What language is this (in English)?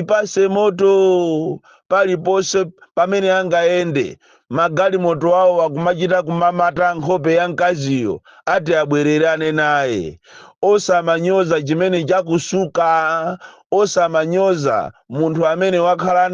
Nyanja